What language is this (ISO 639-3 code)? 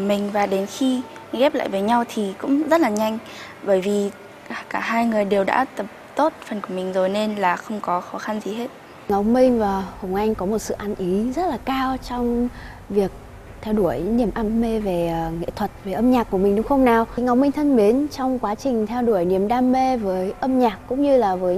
vie